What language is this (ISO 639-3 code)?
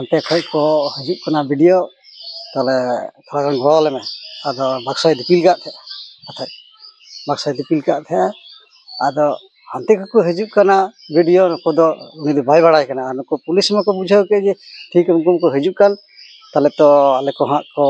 sat